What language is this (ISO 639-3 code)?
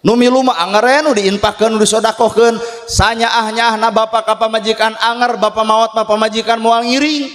sun